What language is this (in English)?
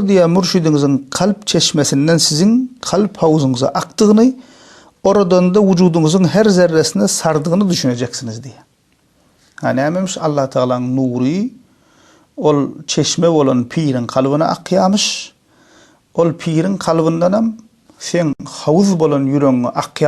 Turkmen